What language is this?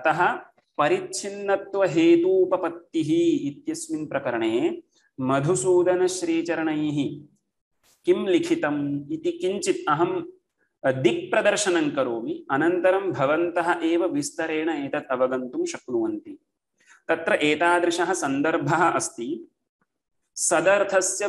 Sanskrit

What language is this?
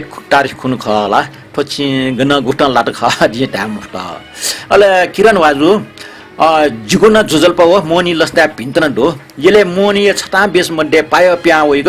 Newari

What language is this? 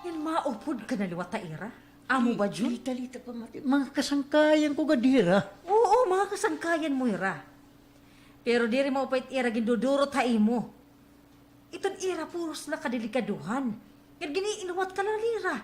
Waray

